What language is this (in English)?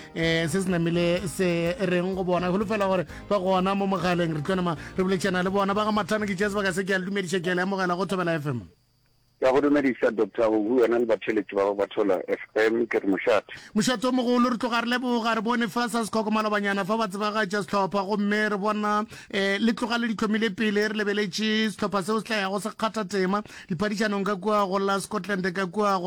Northern Sotho